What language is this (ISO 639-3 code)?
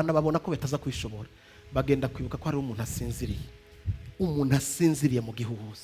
run